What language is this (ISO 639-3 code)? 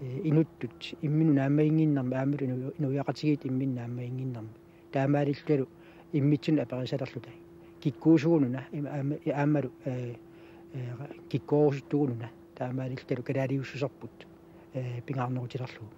kal